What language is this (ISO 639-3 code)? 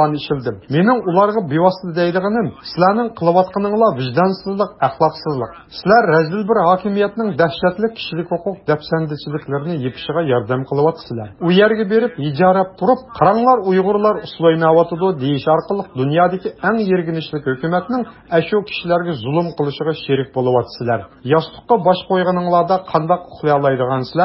uig